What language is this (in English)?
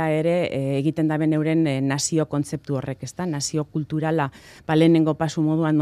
Basque